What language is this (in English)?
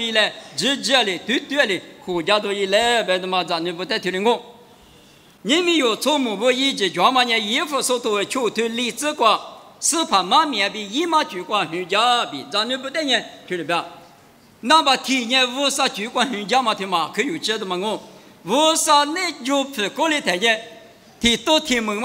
Lisu